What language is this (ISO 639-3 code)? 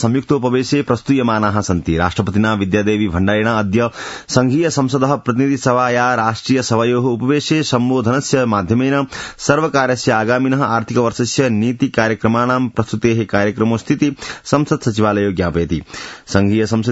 san